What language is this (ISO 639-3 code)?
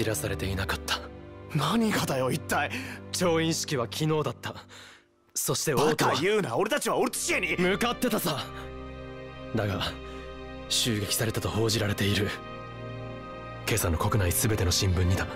jpn